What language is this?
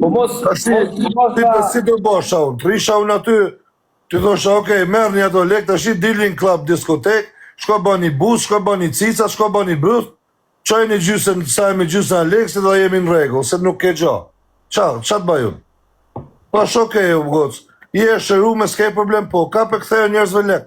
Albanian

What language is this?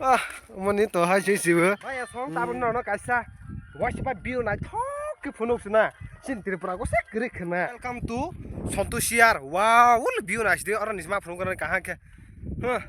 Kok Borok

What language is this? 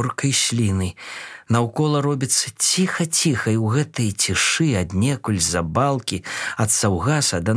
Belarusian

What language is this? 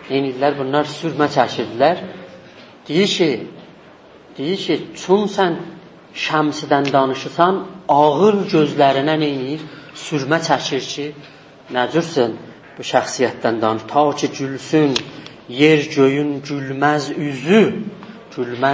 South Azerbaijani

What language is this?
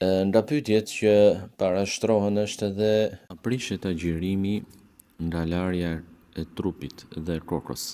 Albanian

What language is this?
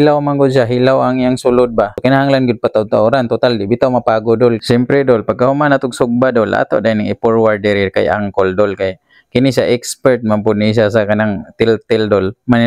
Cebuano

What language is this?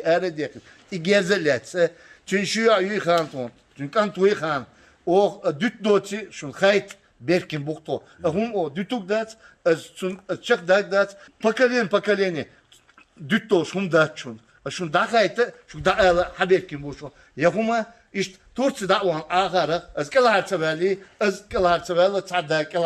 Chechen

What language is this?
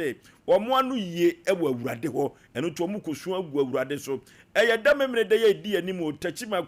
Akan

